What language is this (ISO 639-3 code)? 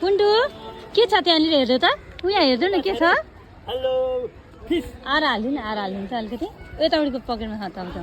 nep